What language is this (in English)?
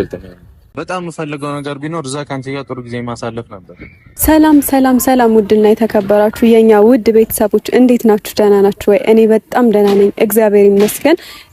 Amharic